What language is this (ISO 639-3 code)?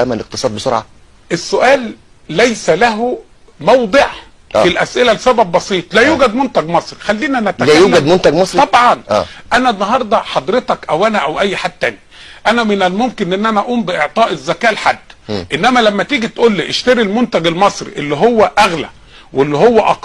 arz